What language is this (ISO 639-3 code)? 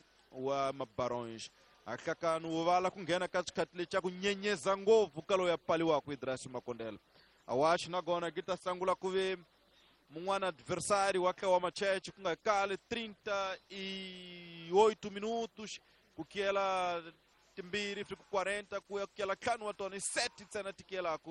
tso